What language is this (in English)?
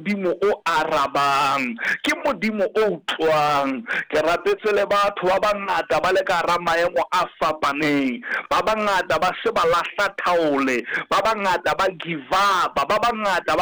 Southern Sotho